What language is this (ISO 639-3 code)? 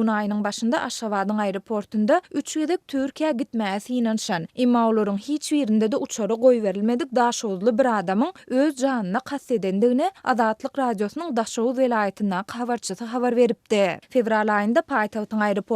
tuk